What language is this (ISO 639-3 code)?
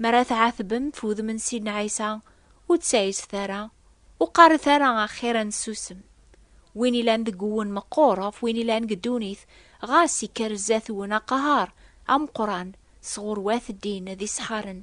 kab